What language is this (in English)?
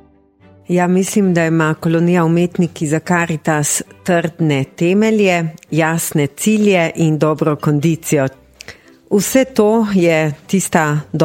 Slovenian